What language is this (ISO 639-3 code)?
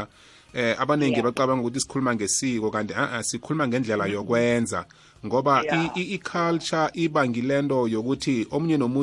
nbl